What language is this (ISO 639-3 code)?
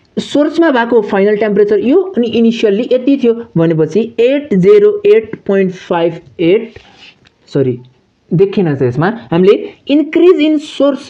nep